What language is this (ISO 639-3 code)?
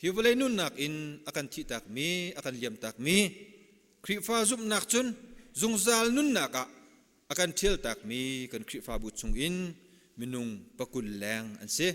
cnh